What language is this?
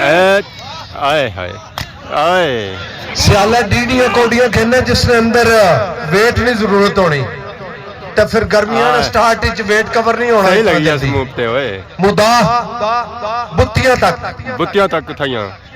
Pahari-Potwari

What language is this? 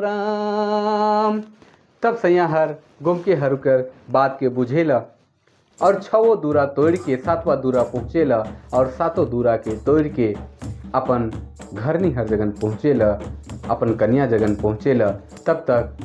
Sadri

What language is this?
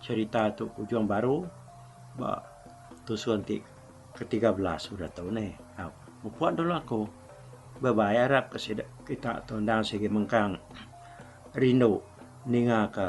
Iban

